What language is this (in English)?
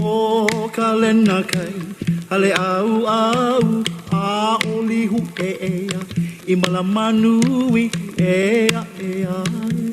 Hawaiian